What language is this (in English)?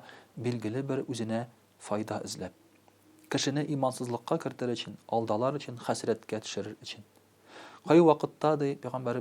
Tatar